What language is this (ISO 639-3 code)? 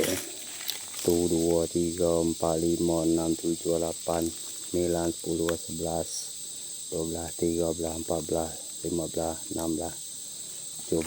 iba